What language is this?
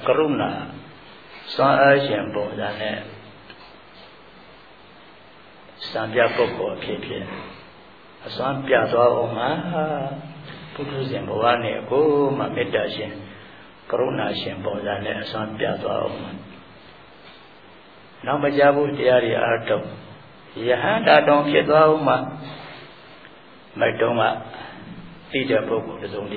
Burmese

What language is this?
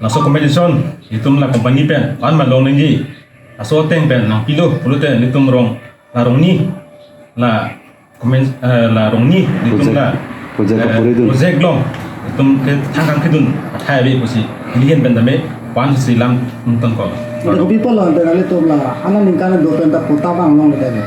Karbi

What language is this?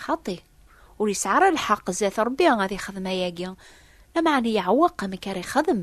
Kabyle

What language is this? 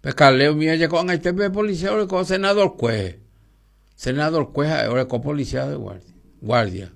Guarani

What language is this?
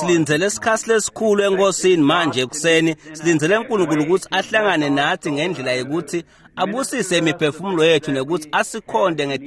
Swati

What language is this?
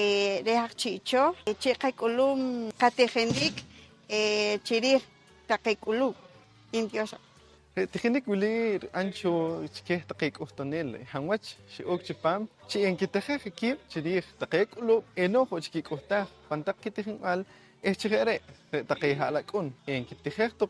Poqomchi'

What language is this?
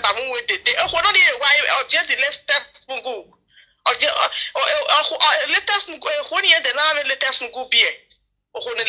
Nigerian Pidgin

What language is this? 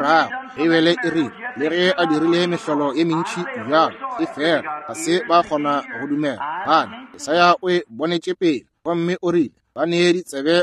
Northern Sotho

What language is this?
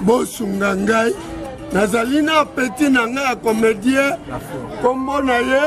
Lingala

